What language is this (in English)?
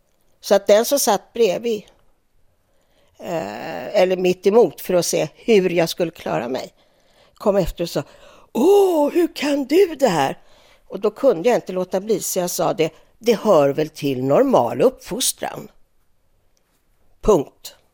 Swedish